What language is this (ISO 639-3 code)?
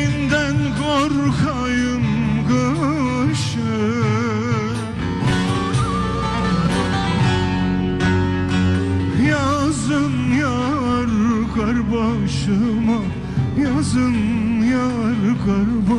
tur